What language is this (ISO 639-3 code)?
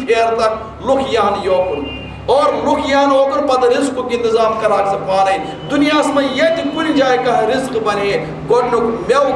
kas